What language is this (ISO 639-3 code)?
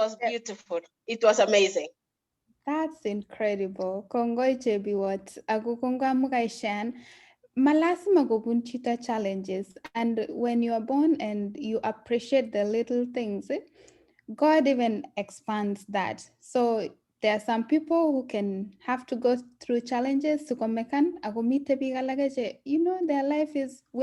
kln